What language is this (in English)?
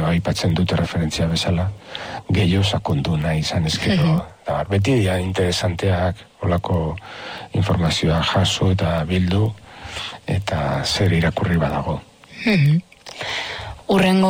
Basque